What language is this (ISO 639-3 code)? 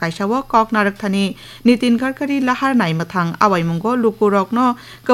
trp